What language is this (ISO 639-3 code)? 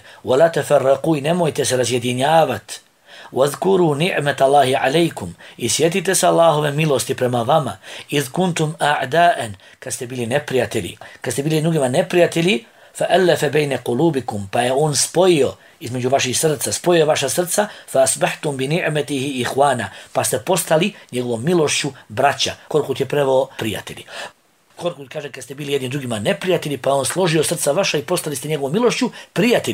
bos